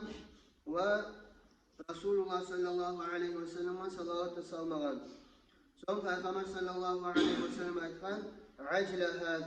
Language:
Kumyk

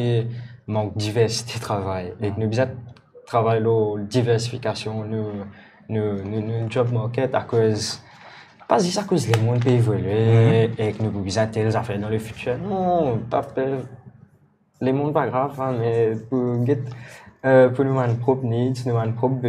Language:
Morisyen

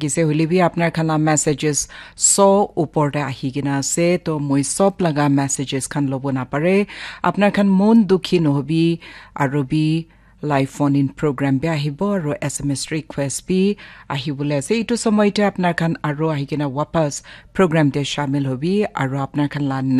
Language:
Naga Pidgin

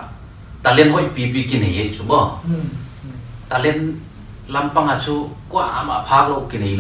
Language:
Paite Chin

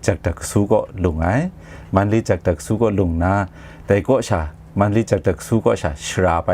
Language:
Kachin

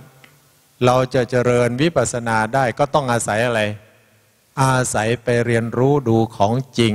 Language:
Thai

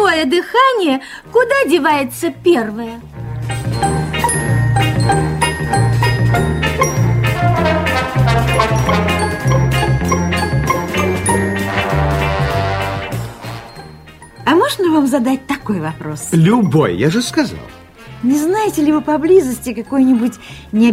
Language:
Russian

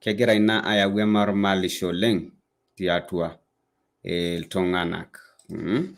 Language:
Masai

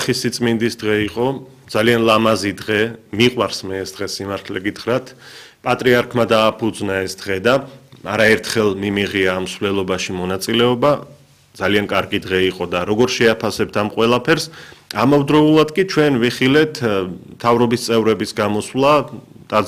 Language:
Georgian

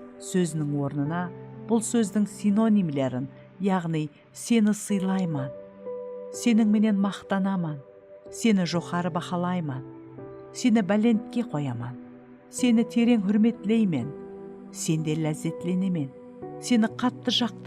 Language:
Kara-Kalpak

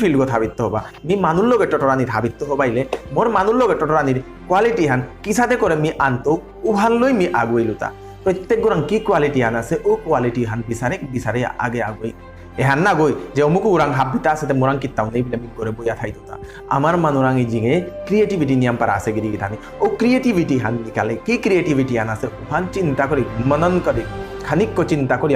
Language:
Bishnupriya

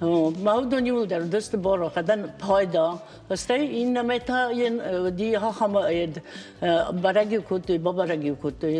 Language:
Ossetic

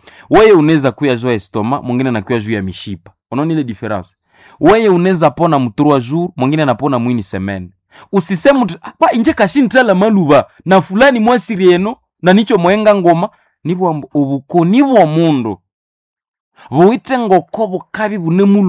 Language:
Swahili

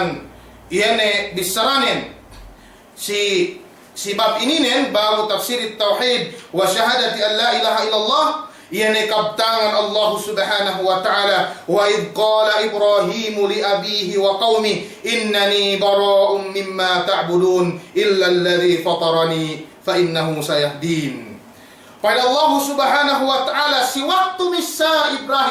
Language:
Yakan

